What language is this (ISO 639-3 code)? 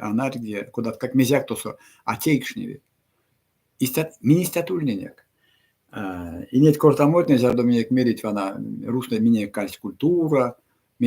myv